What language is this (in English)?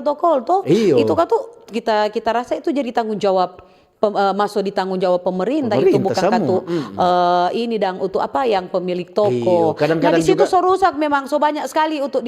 Manado Malay